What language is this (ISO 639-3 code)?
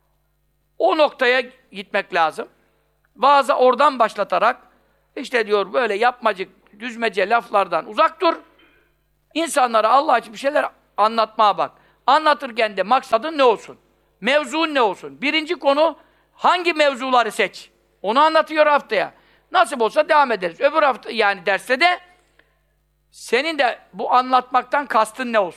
tur